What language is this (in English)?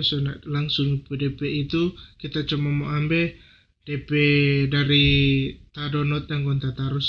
Manado Malay